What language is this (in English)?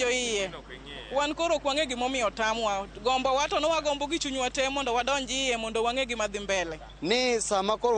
Luo (Kenya and Tanzania)